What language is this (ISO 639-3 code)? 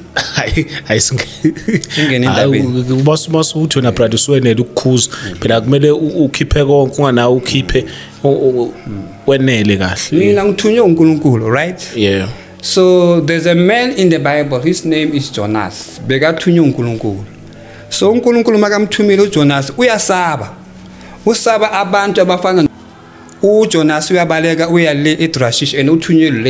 zul